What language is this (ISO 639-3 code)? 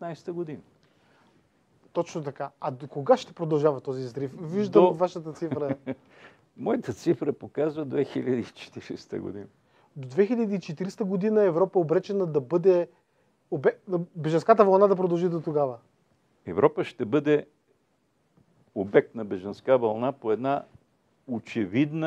bul